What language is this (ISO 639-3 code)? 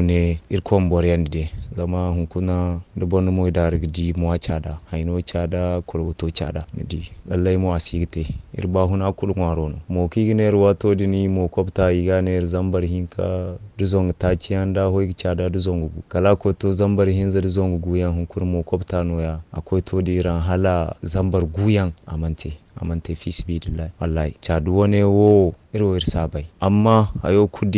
dje